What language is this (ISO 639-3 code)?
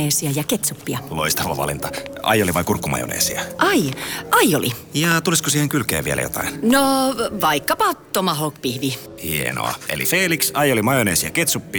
fin